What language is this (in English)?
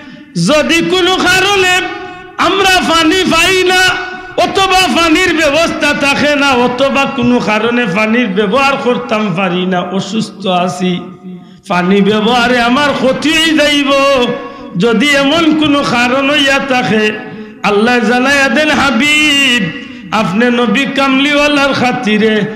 Sylheti